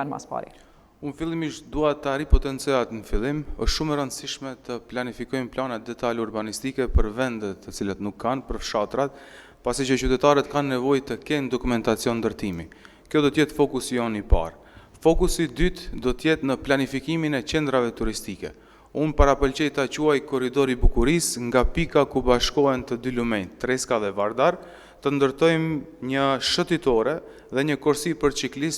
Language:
Albanian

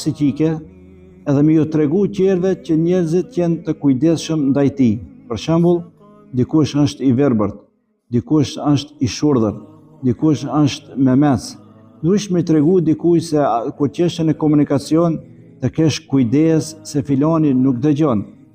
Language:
Albanian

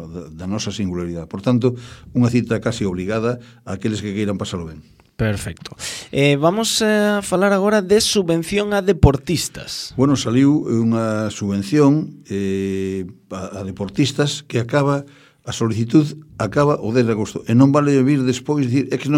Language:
Galician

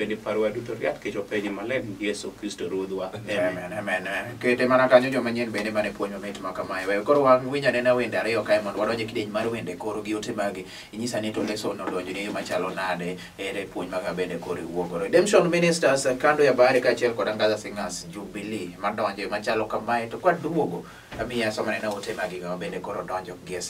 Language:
Luo (Kenya and Tanzania)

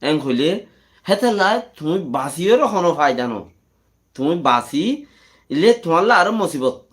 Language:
Rohingya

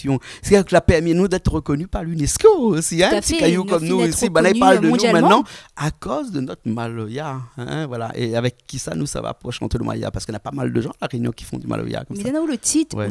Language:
Réunion Creole French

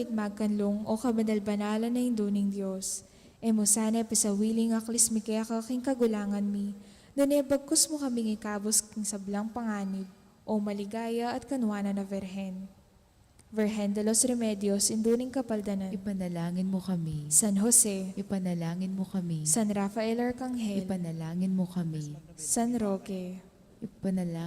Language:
Pampanga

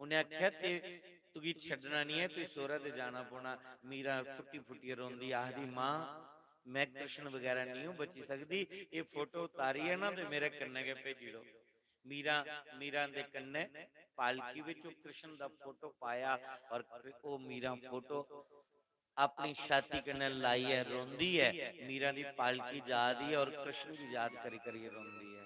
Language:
Dogri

